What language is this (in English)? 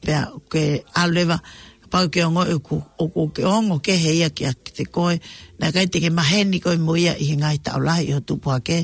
Tongan